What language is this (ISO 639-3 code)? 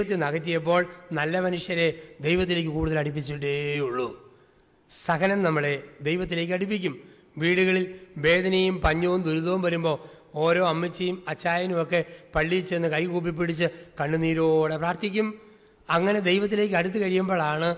mal